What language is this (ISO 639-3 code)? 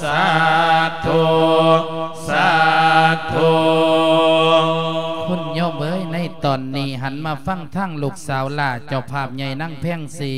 lao